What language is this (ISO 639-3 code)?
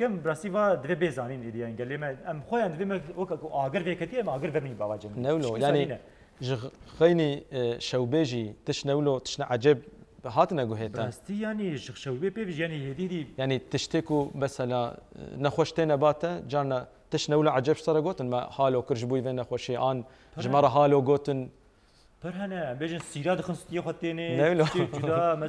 kur